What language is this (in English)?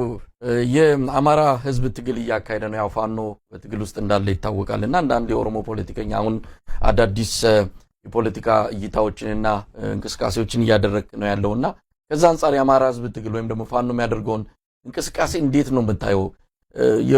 Amharic